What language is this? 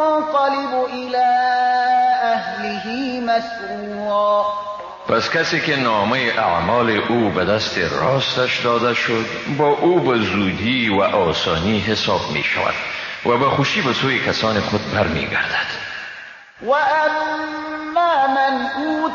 Persian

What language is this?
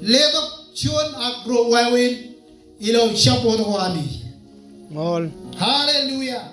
Marshallese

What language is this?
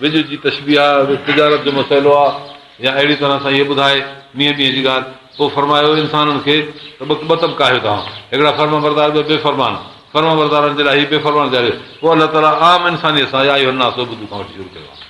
Sindhi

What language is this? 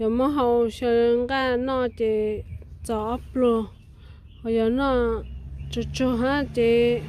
Hmong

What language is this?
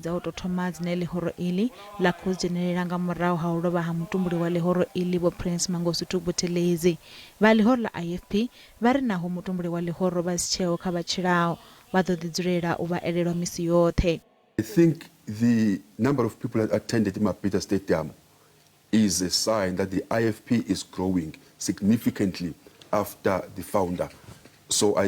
Venda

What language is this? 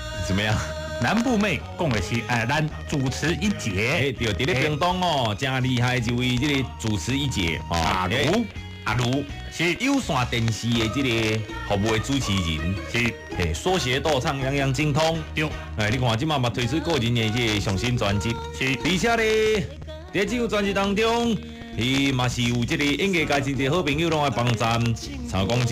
Min Nan Chinese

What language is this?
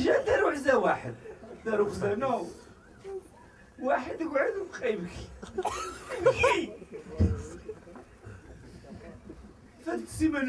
Moroccan Arabic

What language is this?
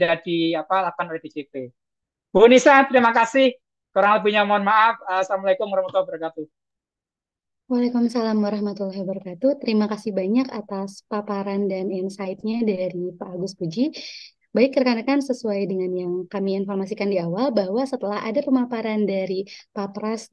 Indonesian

